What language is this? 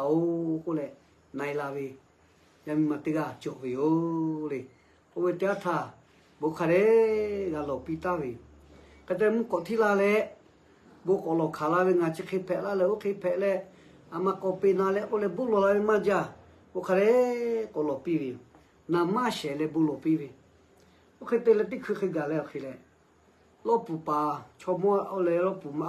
Lahu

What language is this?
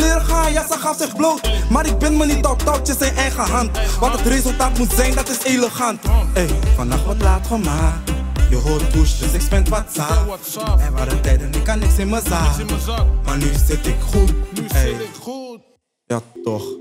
Dutch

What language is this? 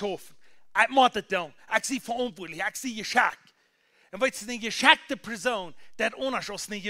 Plautdietsch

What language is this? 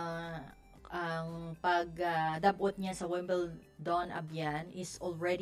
Hiligaynon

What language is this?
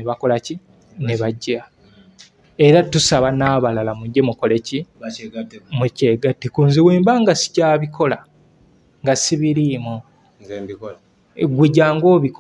Ganda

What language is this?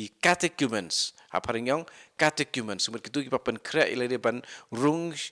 Khasi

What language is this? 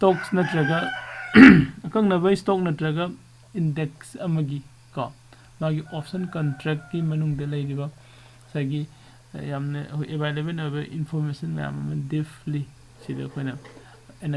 Manipuri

